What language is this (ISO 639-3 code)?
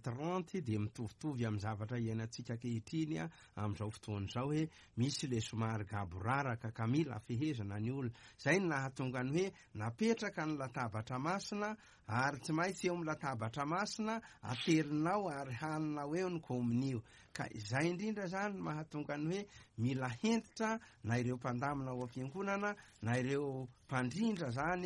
mlg